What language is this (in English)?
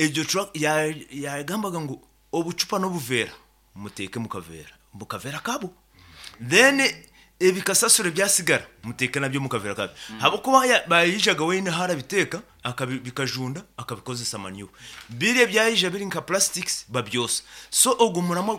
Nyankole